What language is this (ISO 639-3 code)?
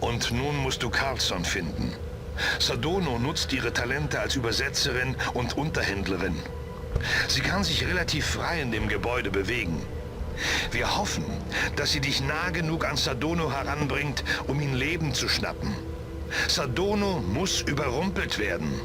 bar